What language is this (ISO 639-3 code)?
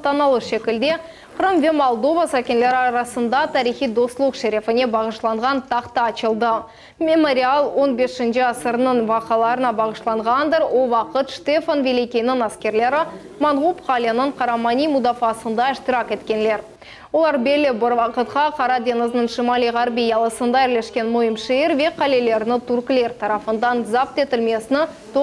crh